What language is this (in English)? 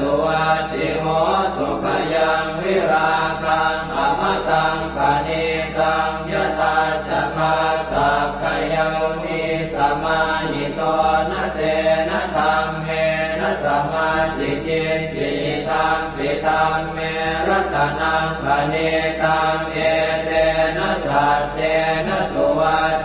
Pali